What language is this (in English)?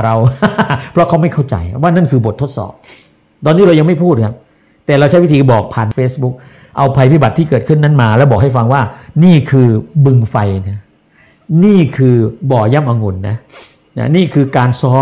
Thai